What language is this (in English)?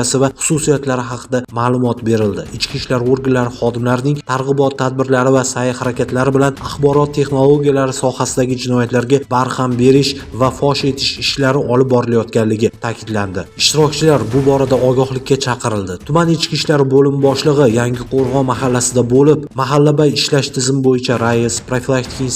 Uzbek